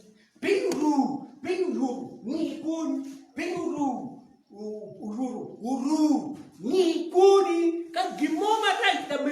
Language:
Acoli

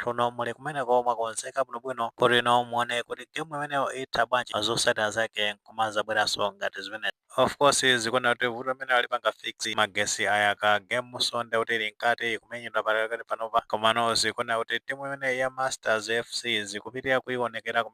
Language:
Nyanja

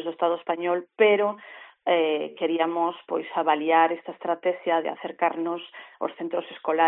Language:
Galician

